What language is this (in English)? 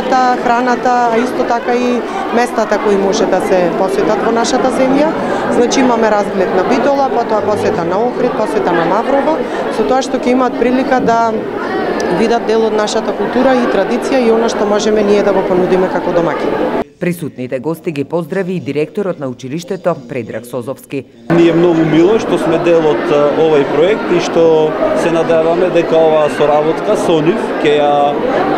Macedonian